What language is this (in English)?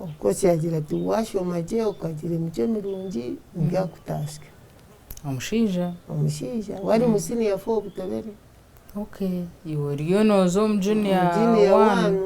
Nyankole